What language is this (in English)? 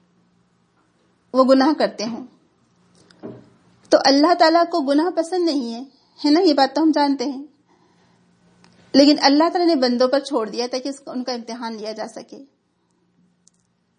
Urdu